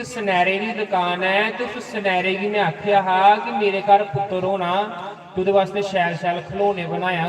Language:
Dogri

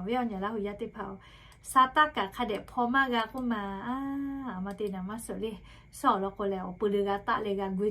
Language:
Lahu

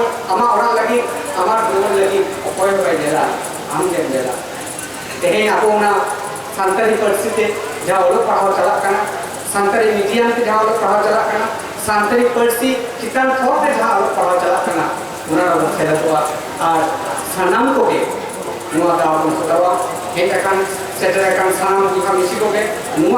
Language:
Santali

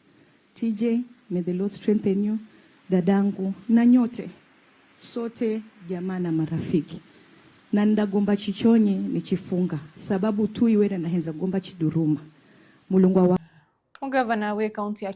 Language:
Gusii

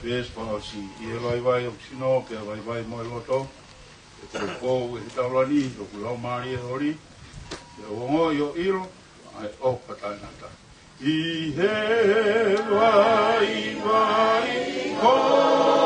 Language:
Tongan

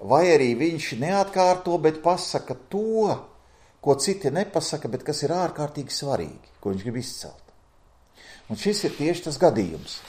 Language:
Latvian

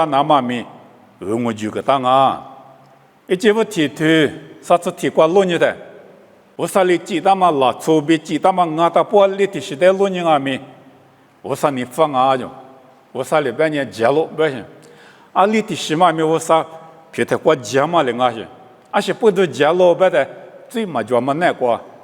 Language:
Lisu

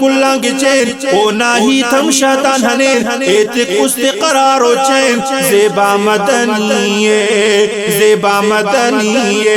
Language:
Brahui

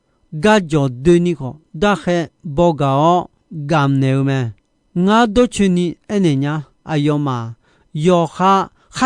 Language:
Akha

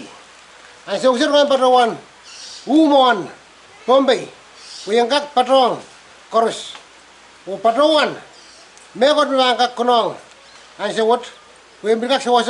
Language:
Pohnpeian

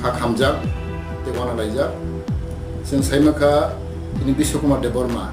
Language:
Riang (India)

